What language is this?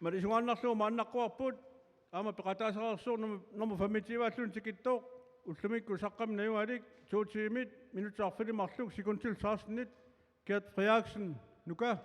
Kalaallisut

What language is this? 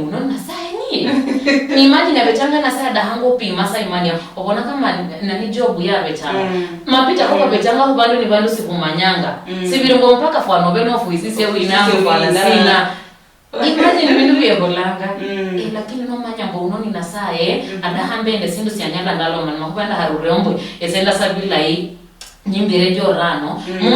Luyia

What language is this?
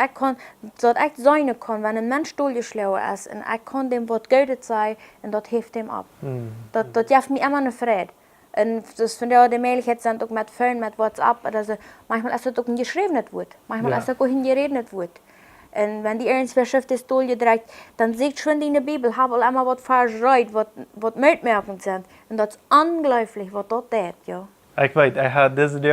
Plautdietsch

